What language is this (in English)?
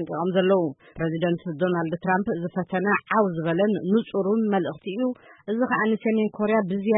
Tigrinya